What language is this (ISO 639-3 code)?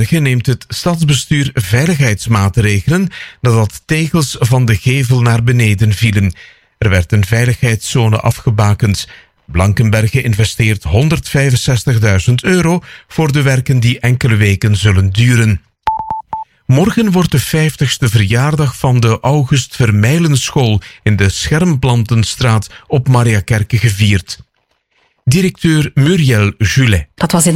nld